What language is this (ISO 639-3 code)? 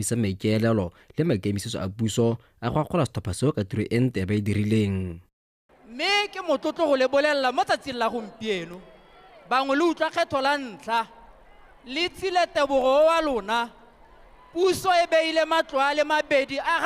tsn